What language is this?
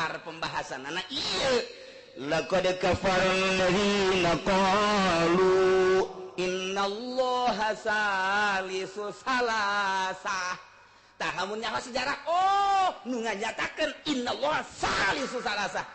Sundanese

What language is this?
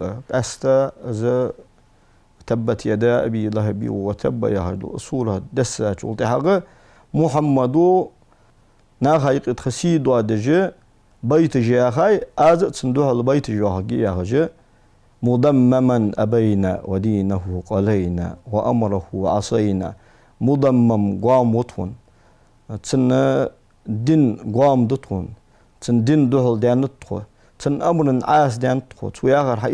Ingush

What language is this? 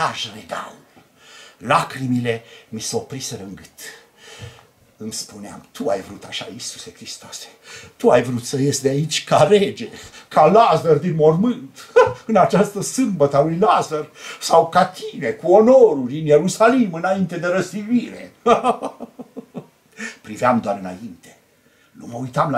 Romanian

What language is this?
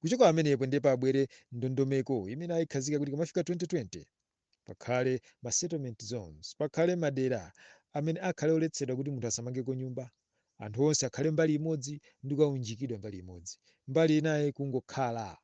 Nyanja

